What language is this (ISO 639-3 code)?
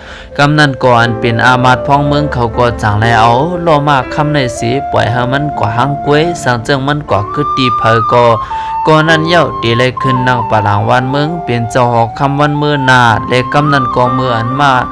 shn